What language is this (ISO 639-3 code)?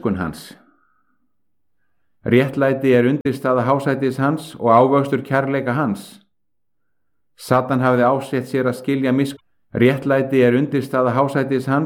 isl